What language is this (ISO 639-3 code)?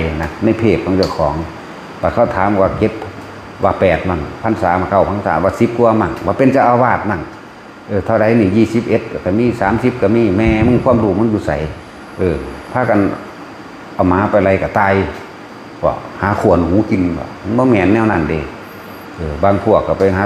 tts